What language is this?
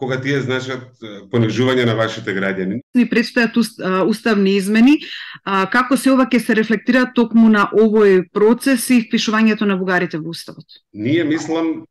Macedonian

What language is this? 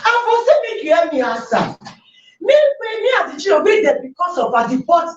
Nigerian Pidgin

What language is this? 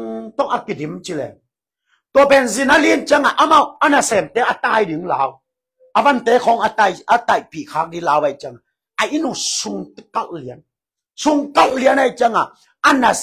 Tedim Chin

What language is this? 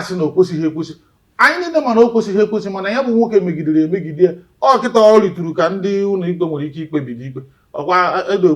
Igbo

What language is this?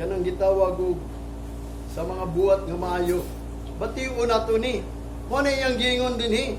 Cebuano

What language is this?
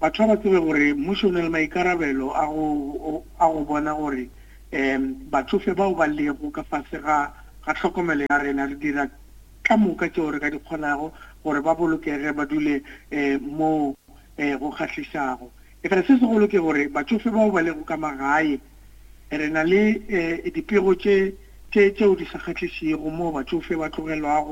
Northern Sotho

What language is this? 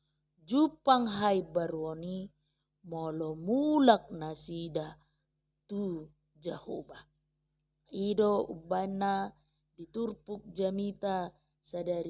Batak Toba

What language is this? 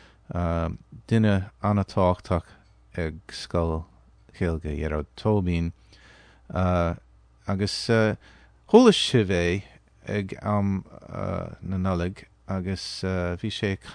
Irish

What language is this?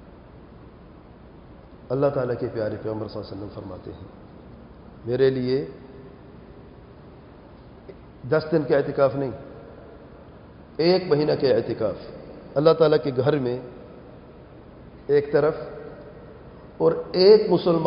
Urdu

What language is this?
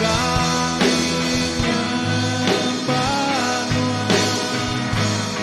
Iban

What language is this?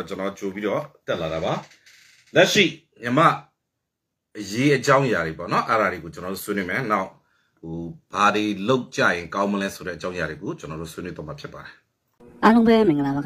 Burmese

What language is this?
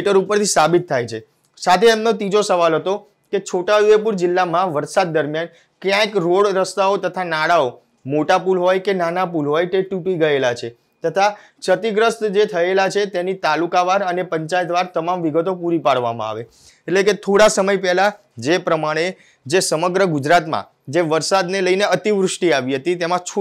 Gujarati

